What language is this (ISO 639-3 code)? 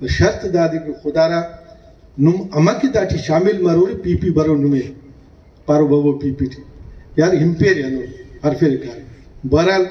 brh